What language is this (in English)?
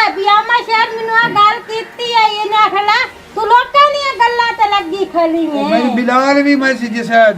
Western Panjabi